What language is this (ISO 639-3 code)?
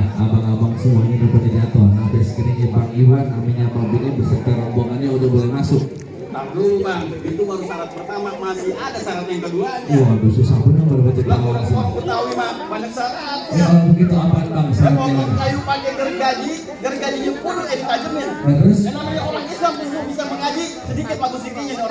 bew